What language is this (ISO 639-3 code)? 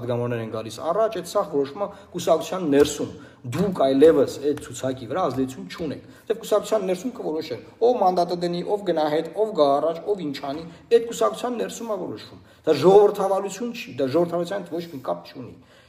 hye